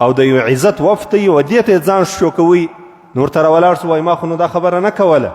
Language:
Pashto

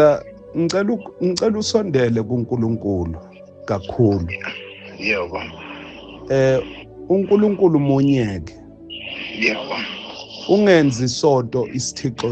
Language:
Zulu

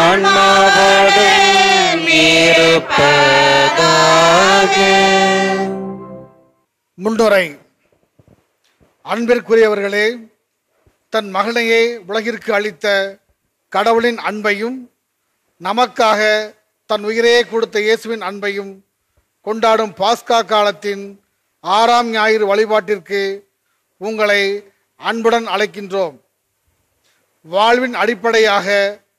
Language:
Tamil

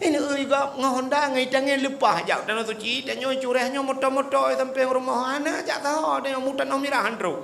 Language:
Achinese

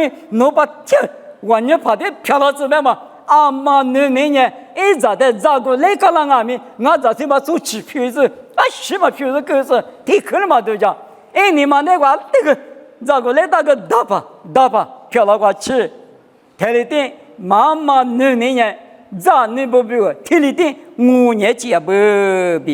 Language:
Lisu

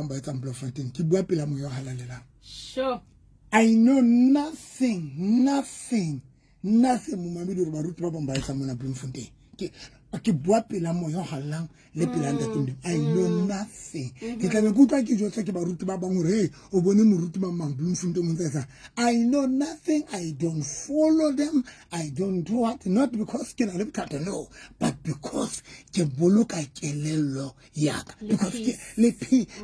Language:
Southern Sotho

